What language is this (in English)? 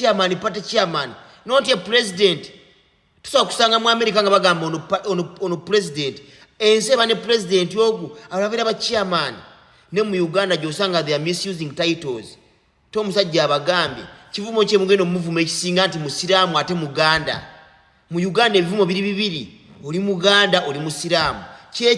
Ganda